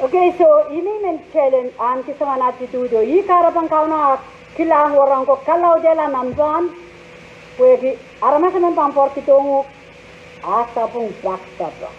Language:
Pohnpeian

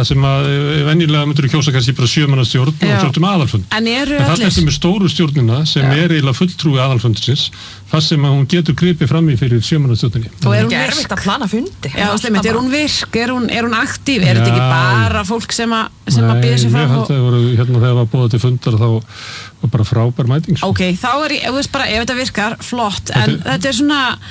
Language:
Icelandic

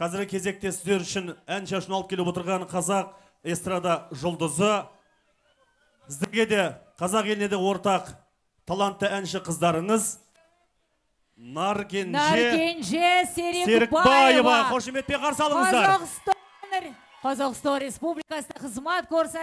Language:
Kazakh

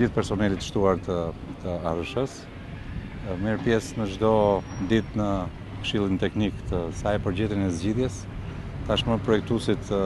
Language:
Albanian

